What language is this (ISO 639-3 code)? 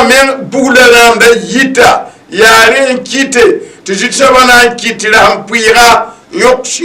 mos